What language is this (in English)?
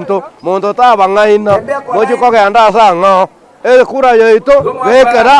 Gusii